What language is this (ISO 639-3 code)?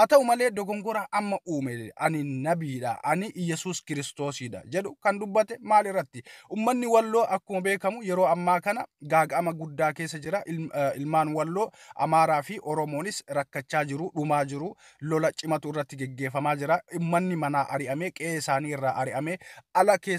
orm